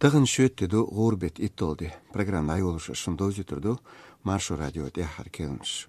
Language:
Chechen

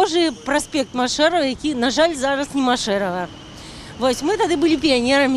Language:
Belarusian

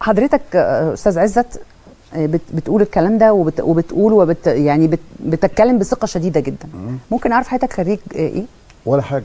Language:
Egyptian Arabic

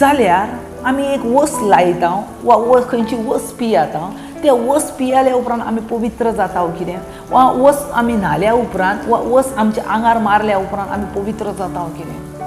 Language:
Konkani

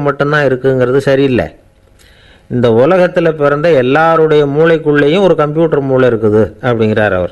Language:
Tamil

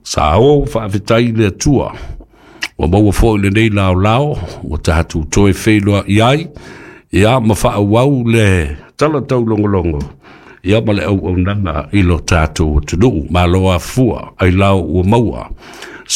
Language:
Samoan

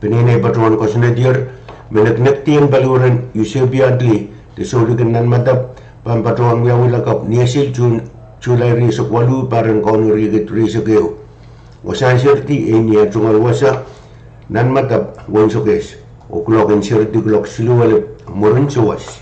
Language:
Pohnpeian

